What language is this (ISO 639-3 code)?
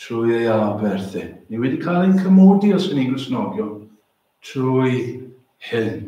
cym